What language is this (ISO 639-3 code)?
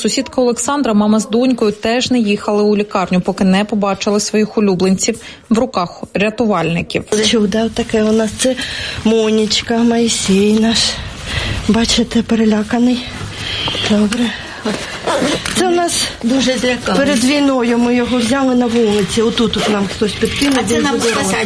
ukr